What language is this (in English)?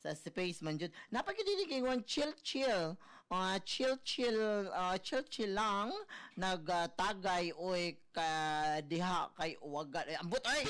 Cebuano